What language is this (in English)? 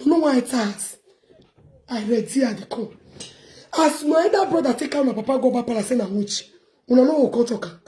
Nigerian Pidgin